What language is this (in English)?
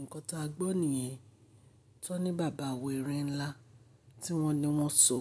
Yoruba